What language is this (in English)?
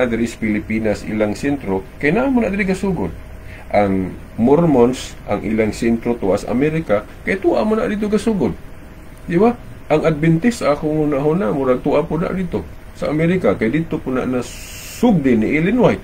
Cebuano